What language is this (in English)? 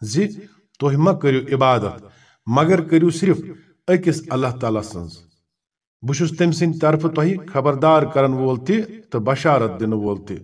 Kashmiri